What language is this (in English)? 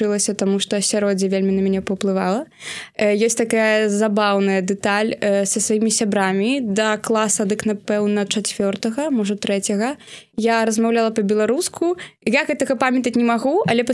Belarusian